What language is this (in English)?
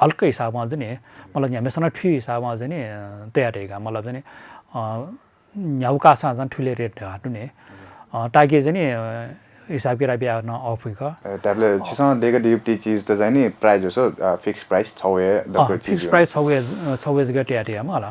Newari